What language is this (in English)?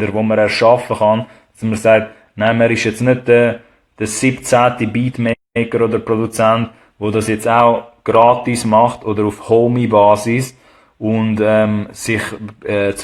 Swiss German